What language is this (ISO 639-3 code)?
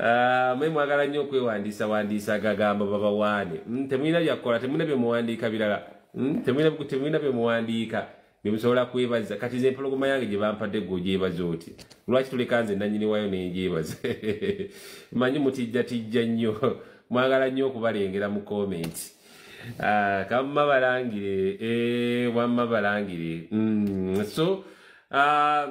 lug